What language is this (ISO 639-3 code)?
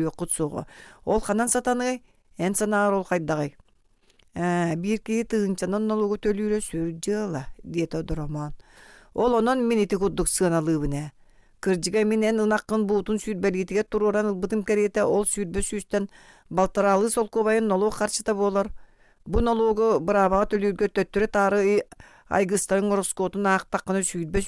sah